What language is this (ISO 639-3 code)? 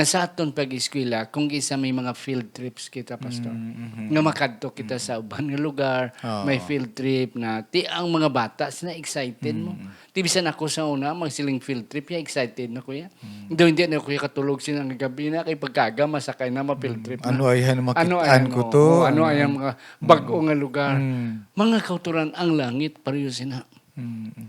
hil